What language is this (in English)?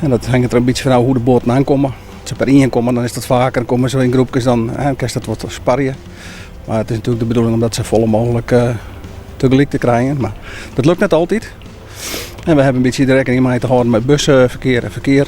Western Frisian